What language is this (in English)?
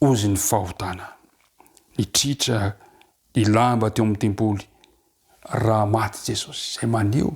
Malagasy